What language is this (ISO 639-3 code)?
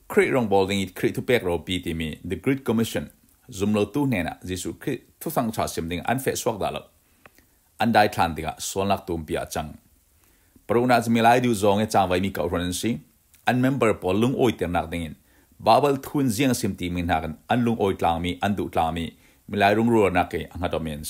cfm